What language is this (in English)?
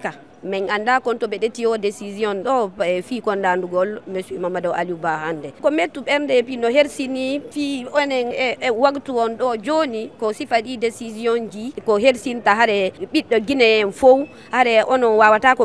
Fula